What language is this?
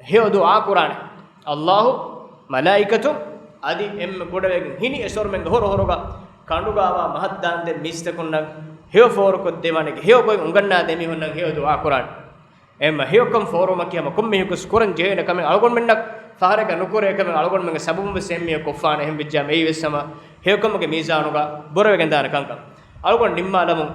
Divehi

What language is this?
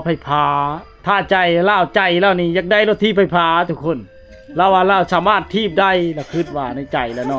Lao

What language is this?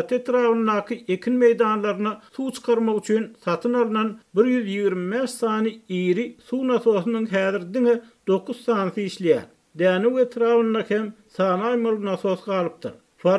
Turkmen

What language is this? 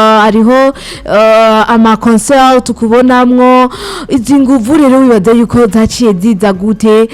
Rundi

